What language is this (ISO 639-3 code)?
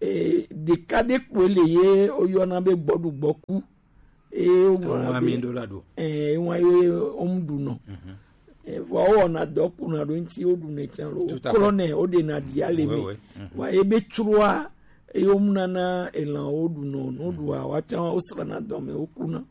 gej